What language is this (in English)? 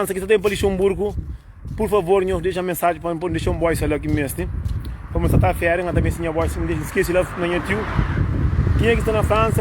Kabuverdianu